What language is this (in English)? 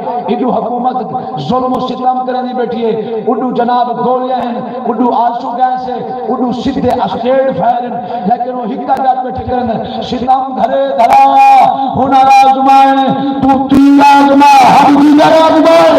Saraiki